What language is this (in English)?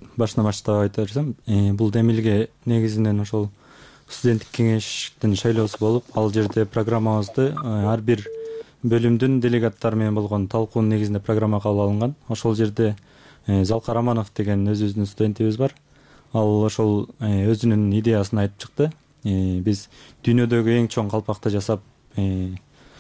Kyrgyz